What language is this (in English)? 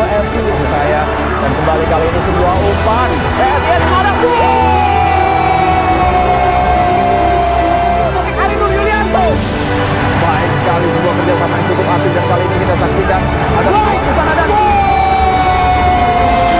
Indonesian